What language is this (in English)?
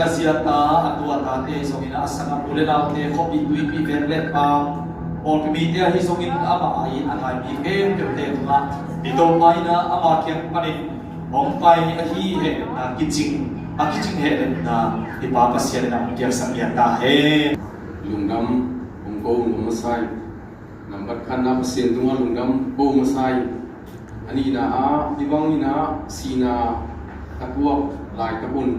Tedim Chin